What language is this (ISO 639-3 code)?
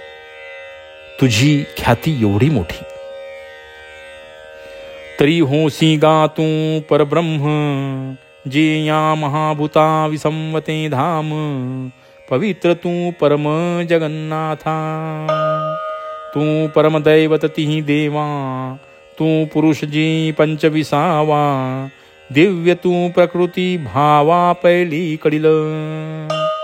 mar